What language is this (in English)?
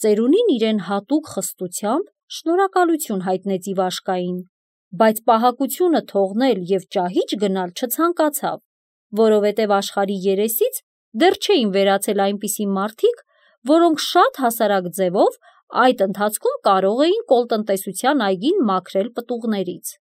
Armenian